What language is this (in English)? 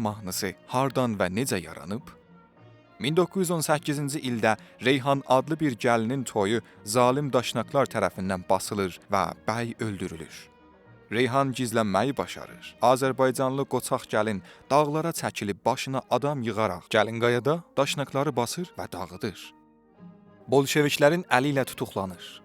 South Azerbaijani